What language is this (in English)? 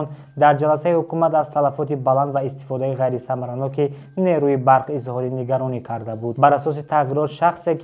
Tajik